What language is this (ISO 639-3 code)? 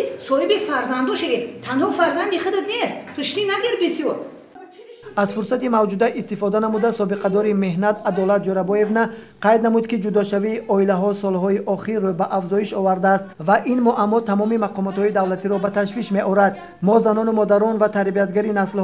tgk